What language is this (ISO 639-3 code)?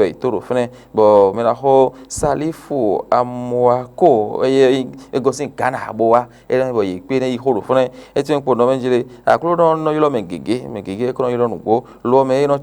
fon